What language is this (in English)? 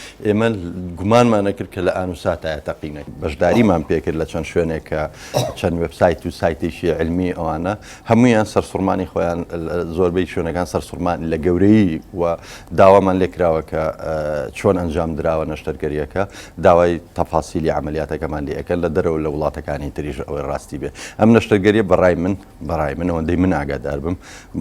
Central Kurdish